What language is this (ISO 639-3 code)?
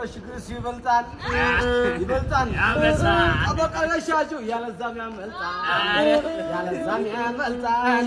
amh